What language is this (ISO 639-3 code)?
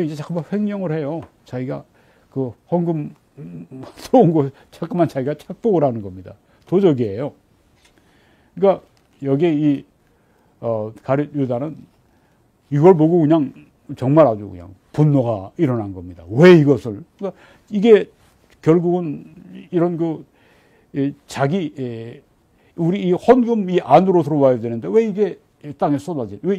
kor